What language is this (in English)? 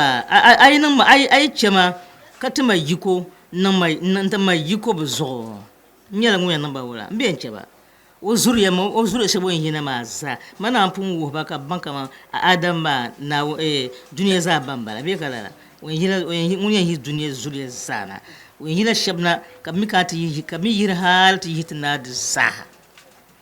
Dagbani